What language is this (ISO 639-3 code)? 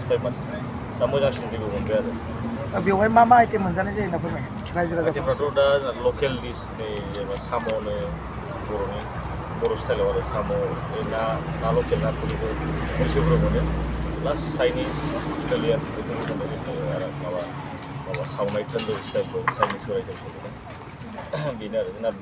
brx